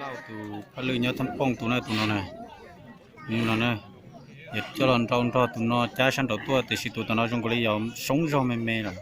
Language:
Hmong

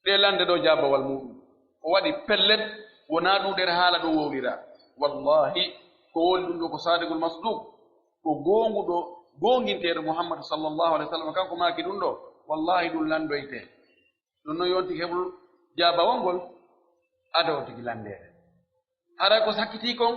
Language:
Pular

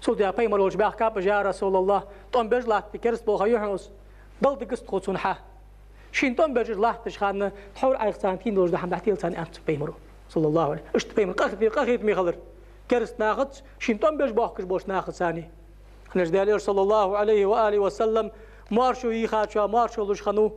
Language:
Ingush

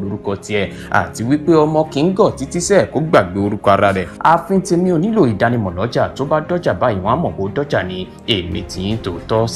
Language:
Yoruba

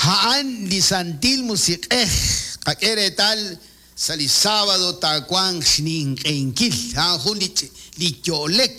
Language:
Kekchí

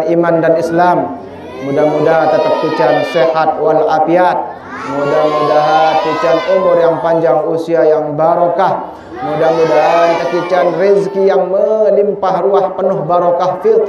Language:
Sasak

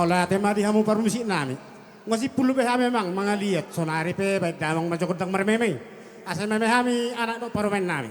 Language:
Batak Toba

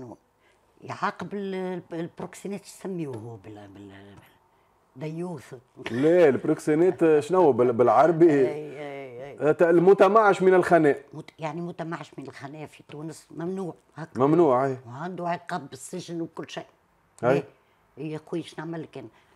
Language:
Tunisian Arabic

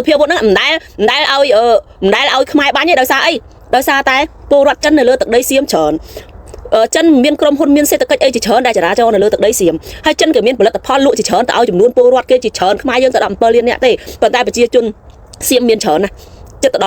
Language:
Khmer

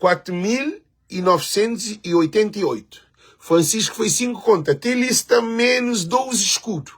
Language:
Kabuverdianu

